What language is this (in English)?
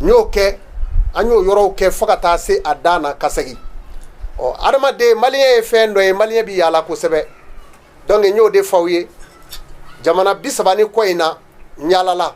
Bambara